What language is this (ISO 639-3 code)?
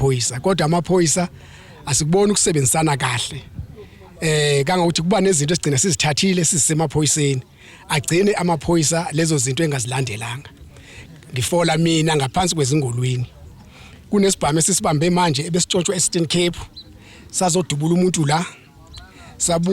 zul